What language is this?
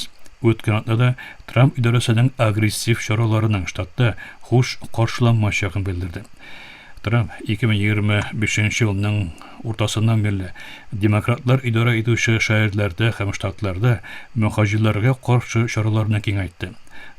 Tatar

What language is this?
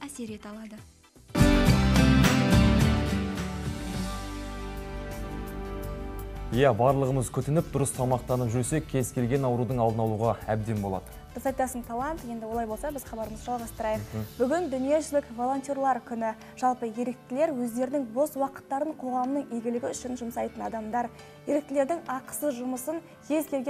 Kazakh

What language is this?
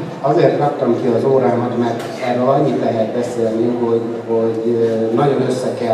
Hungarian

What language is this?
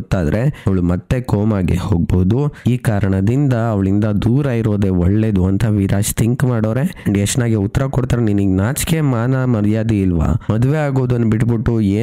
Kannada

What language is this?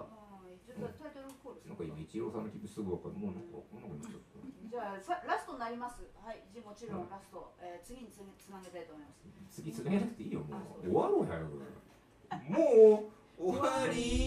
Japanese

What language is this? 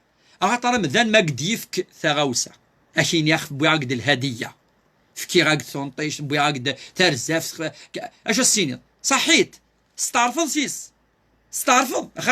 Kabyle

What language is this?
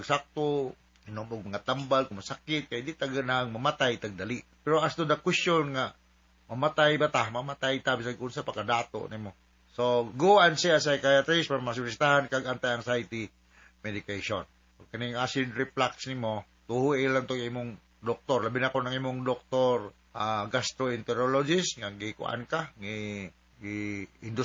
Cebuano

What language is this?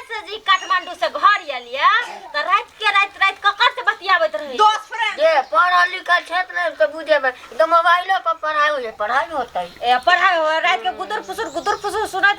Maithili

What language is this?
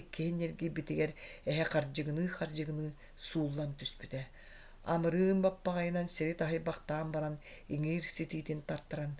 Yakut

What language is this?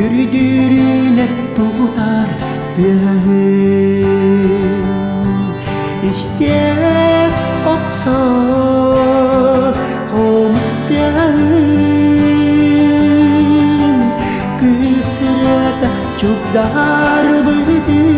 Yakut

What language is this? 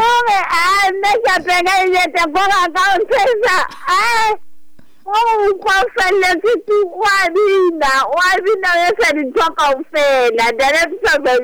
Southern Sotho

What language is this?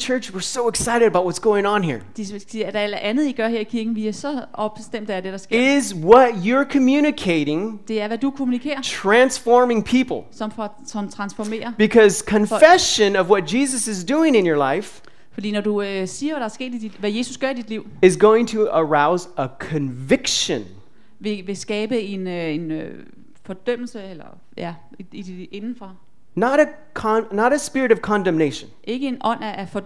Danish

